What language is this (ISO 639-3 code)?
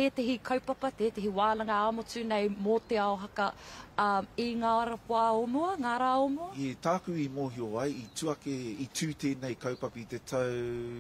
mri